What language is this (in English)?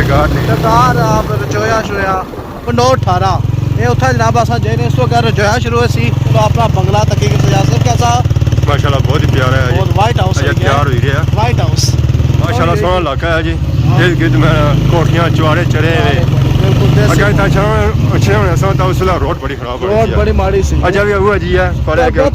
Pahari-Potwari